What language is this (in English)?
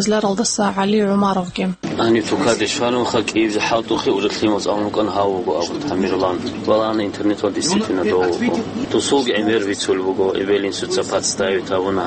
Avaric